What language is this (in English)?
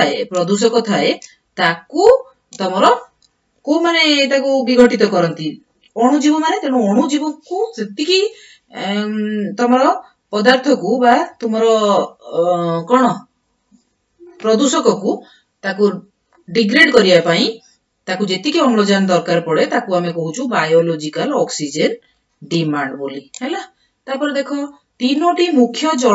Odia